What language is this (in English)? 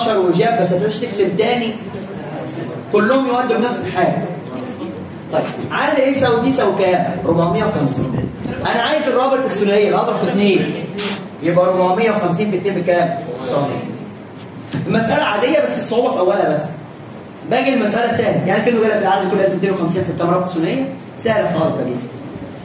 Egyptian Arabic